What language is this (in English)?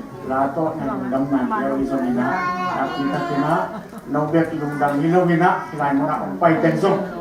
Tedim Chin